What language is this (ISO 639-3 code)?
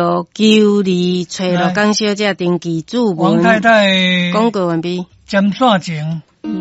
nan